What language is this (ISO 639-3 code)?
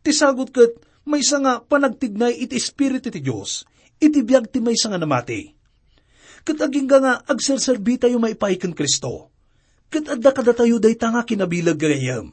ilo